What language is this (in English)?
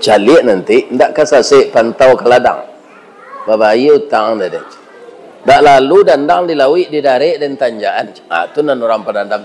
Minangkabau